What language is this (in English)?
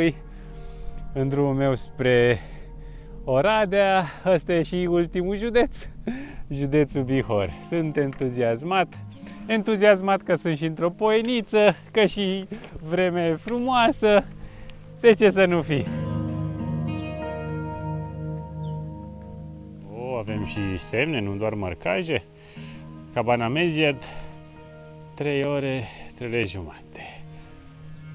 Romanian